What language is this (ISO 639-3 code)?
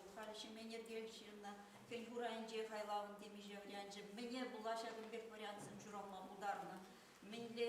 chv